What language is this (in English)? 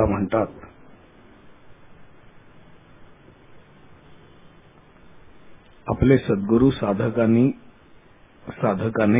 Marathi